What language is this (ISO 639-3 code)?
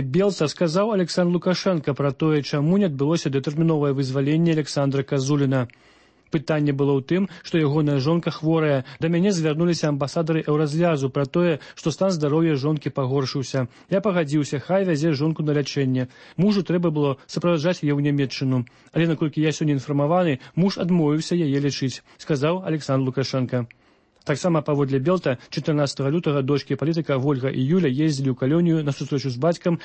bel